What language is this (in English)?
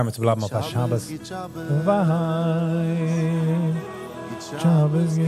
Yiddish